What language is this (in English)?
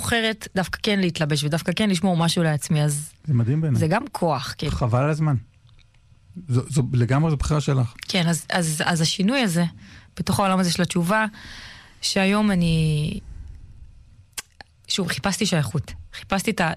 Hebrew